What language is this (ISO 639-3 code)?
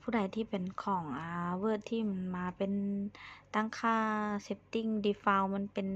lao